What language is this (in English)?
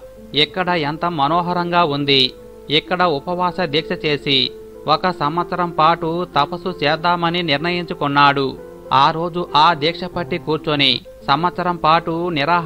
Telugu